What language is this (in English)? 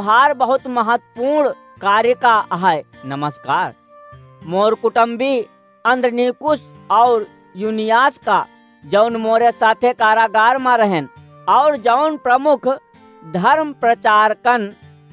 Awadhi